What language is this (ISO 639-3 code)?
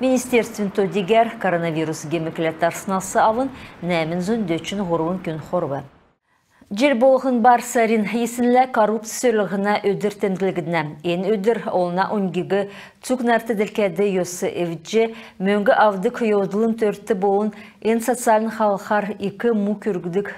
xal